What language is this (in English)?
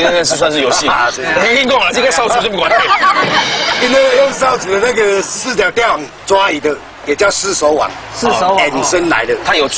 Chinese